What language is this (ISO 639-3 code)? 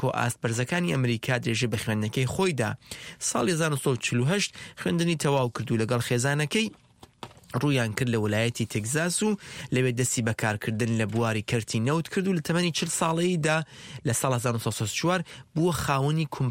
ckb